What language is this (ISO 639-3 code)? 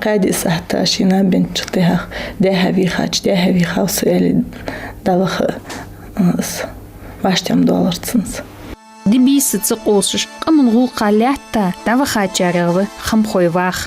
inh